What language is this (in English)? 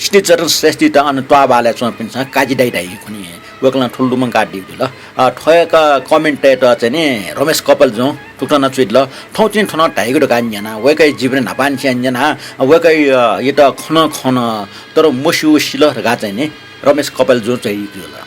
Newari